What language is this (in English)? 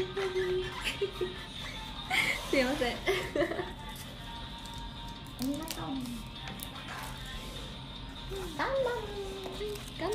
Japanese